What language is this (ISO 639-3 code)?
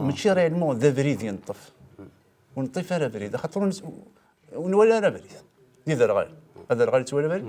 kab